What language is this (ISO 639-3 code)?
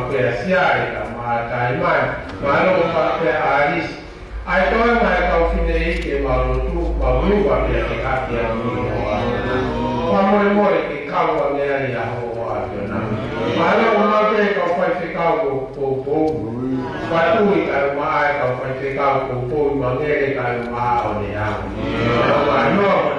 ton